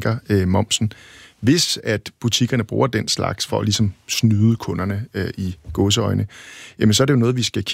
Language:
Danish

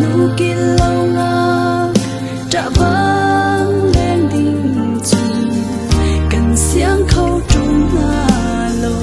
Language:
Hakha Chin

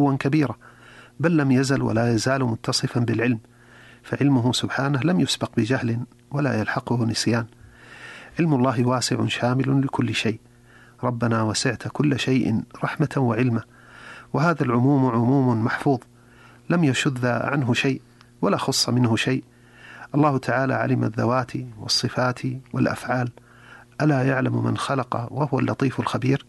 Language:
Arabic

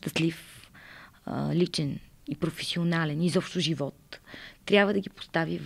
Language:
Bulgarian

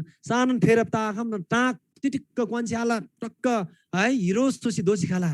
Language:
Eastern Tamang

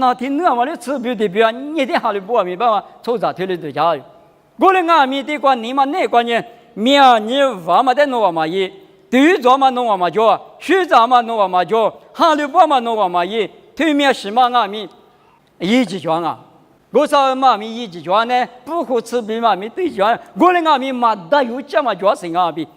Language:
Lisu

